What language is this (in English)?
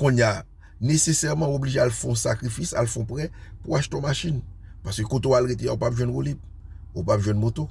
Haitian Creole